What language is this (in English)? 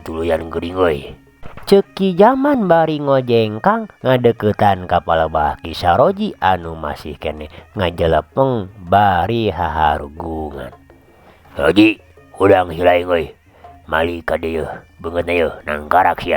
Sundanese